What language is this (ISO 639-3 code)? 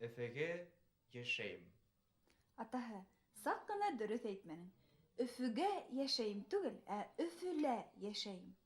bak